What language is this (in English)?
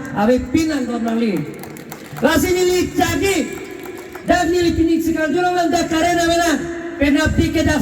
Karbi